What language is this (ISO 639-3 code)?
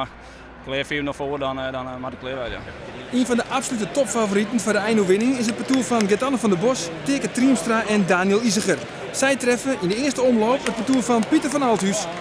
fry